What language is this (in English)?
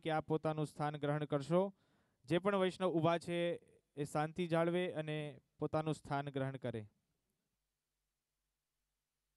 Gujarati